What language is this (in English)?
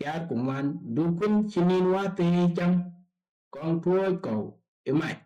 Dinka